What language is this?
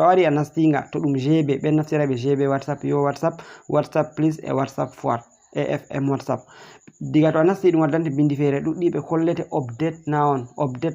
Fula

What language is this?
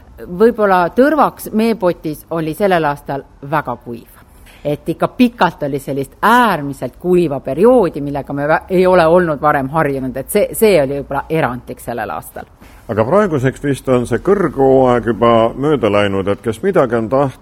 Estonian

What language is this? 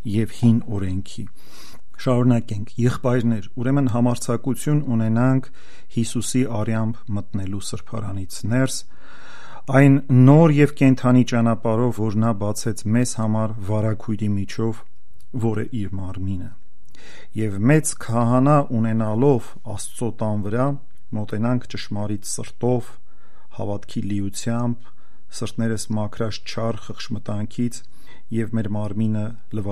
Armenian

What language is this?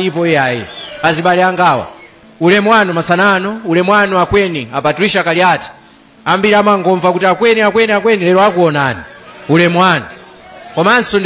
Nyanja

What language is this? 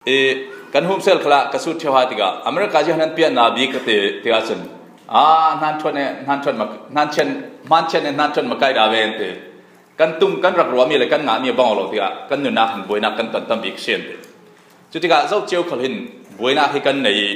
Falam Chin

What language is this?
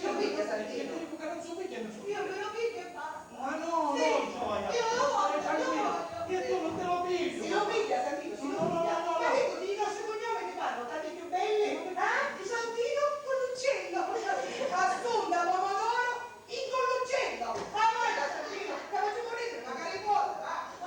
Sicilian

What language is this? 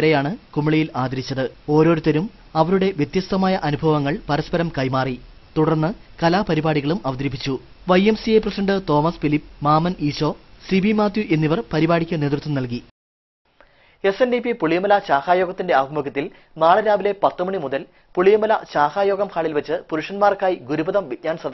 Malayalam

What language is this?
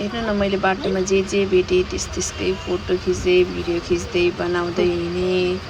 Nepali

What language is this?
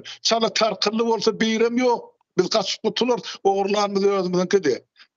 Turkmen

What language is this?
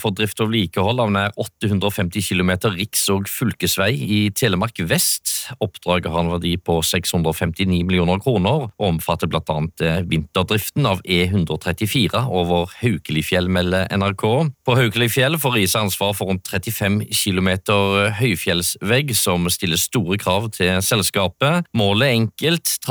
Norwegian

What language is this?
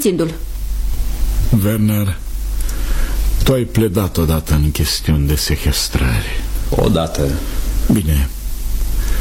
Romanian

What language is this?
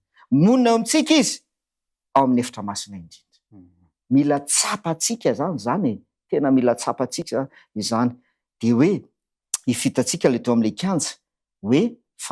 Malagasy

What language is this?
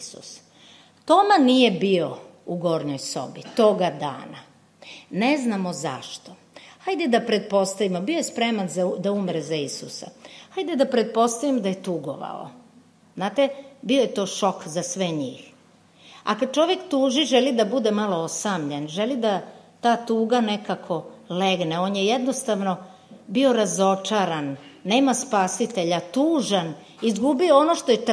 Serbian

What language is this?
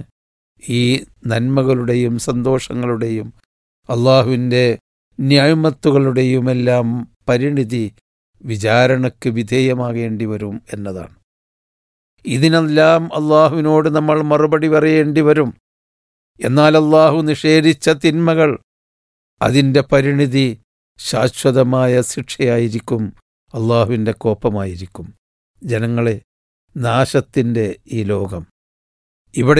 Malayalam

